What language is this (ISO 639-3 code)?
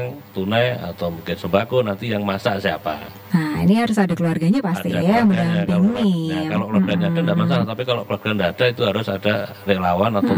ind